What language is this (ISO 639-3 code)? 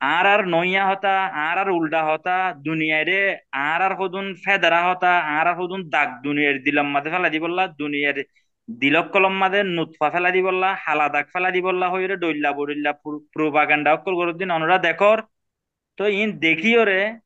rhg